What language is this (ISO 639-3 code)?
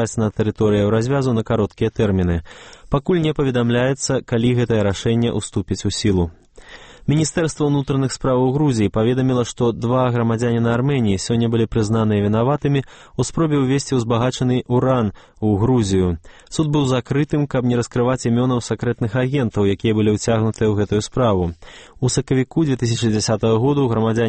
bel